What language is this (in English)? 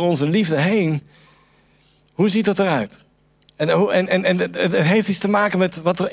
Dutch